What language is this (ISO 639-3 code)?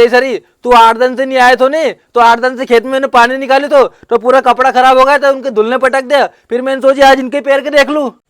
raj